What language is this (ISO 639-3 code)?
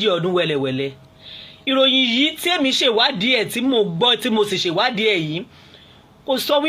yor